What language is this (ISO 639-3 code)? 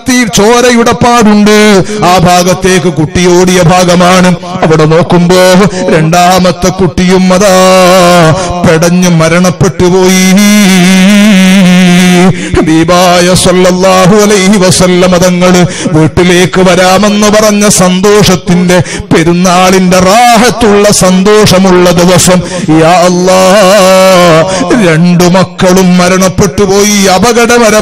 mal